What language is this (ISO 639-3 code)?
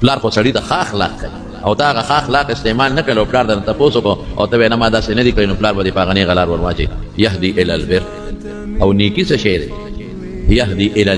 pus